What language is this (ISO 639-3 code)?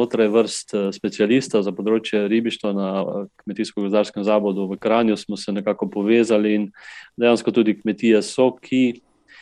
slv